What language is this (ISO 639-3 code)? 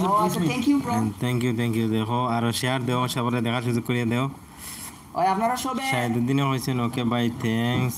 syl